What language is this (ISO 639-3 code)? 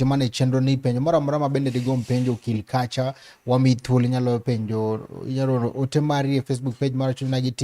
luo